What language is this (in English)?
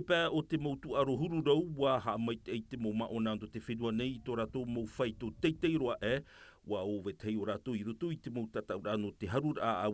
Tahitian